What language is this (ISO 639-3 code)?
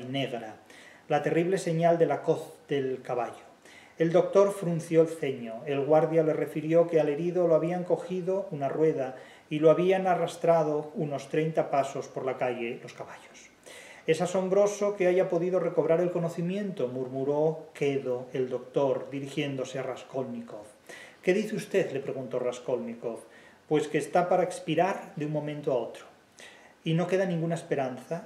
spa